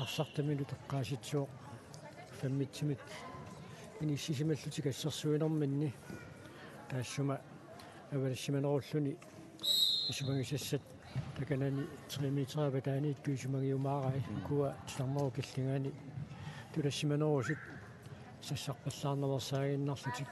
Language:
Kalaallisut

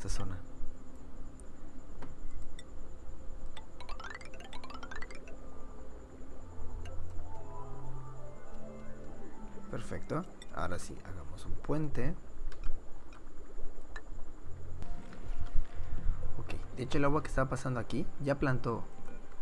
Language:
Spanish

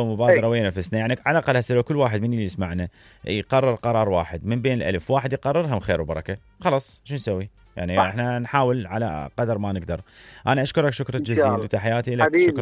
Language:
Mesopotamian Arabic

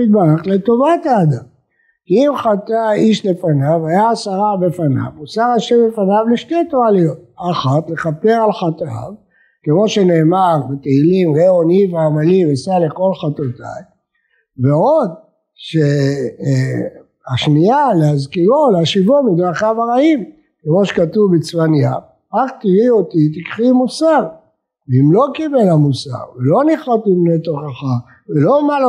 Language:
Hebrew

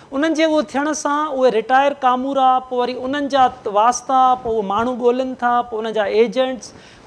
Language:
Sindhi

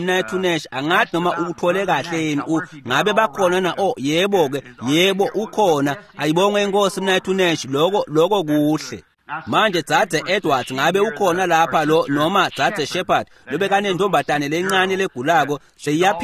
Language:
Swati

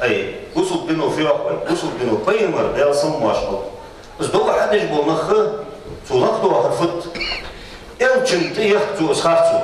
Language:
Ingush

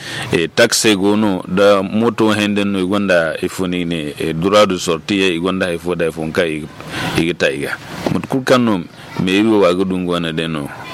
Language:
Zarma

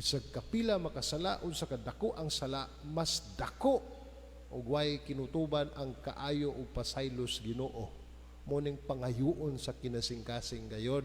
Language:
Cebuano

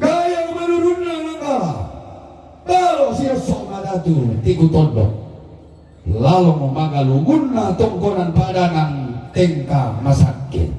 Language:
Toraja-Sa'dan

